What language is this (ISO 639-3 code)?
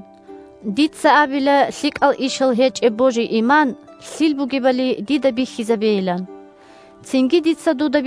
ava